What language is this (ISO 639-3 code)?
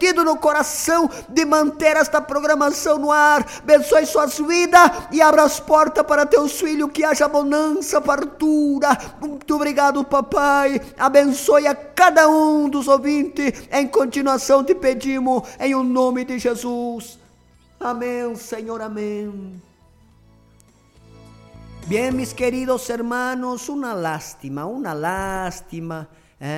por